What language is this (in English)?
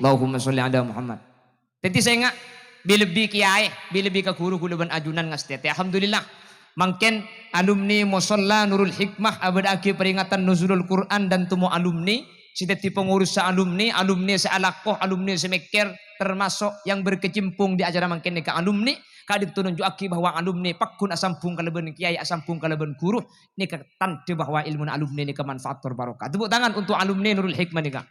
Madurese